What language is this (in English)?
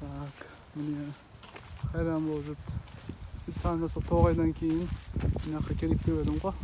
Kara-Kalpak